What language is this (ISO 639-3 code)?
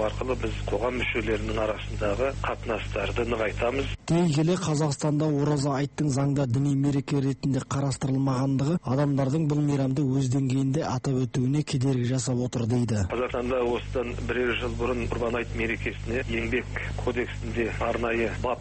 kaz